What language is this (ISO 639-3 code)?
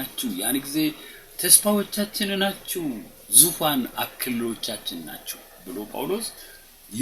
amh